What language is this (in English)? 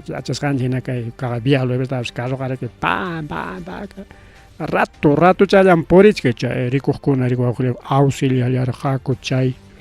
Ayacucho Quechua